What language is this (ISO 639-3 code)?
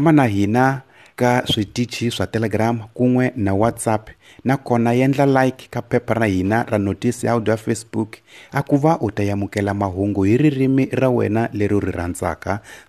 tso